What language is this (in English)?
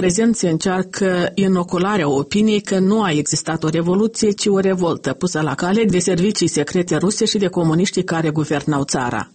Romanian